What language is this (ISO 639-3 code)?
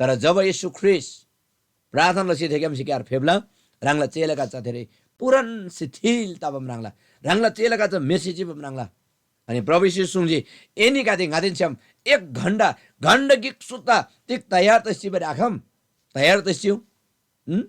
taj